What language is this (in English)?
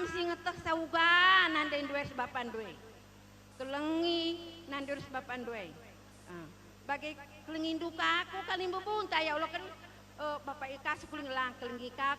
Batak Karo